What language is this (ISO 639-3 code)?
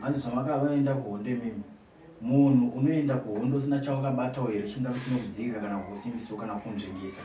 sna